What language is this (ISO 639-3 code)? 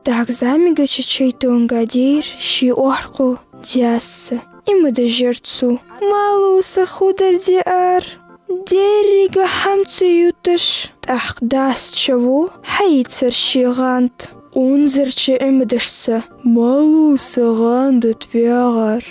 inh